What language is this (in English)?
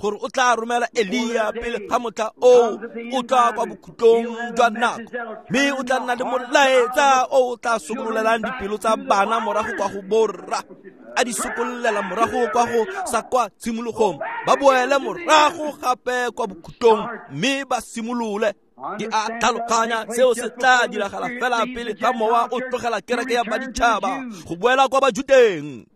Tswana